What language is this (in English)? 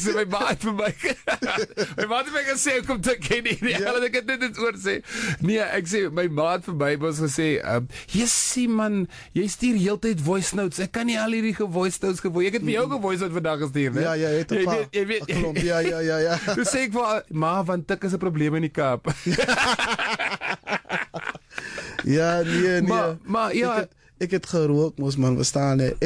Afrikaans